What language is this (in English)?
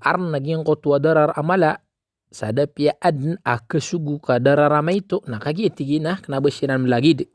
Maranao